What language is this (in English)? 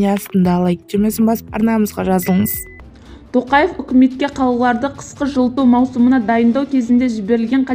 Kazakh